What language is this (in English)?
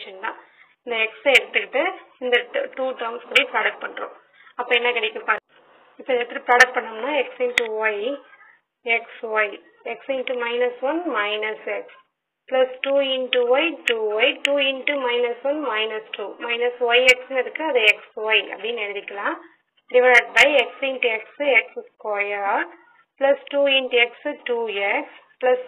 Tamil